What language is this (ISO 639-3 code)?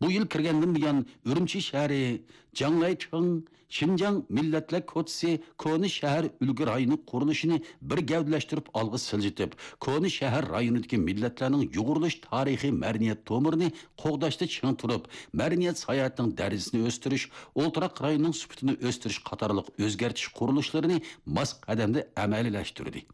uig